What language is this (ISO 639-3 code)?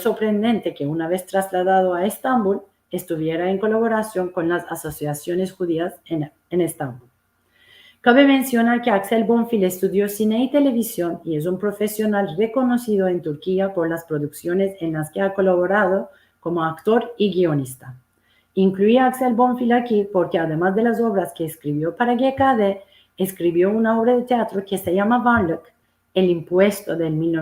lad